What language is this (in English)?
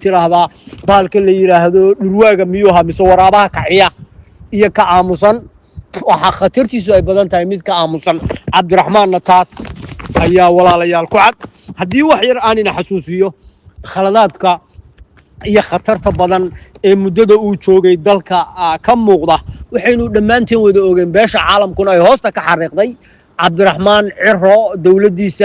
Somali